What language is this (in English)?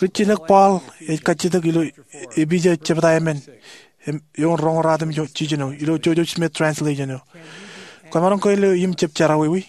Marshallese